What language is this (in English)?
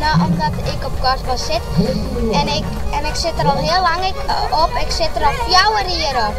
Western Frisian